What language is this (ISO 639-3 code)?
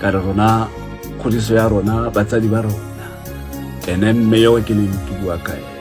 tsn